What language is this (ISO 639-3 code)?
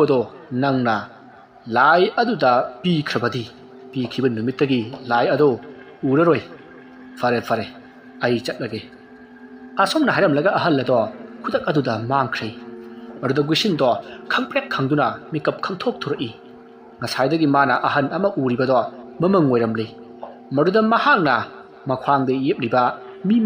mni